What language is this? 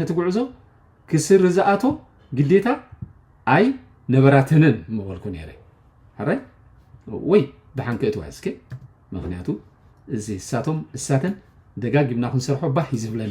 Tigrinya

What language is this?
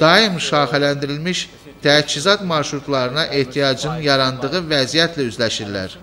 Azerbaijani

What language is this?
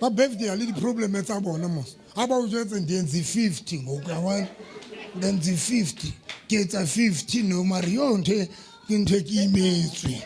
Southern Sotho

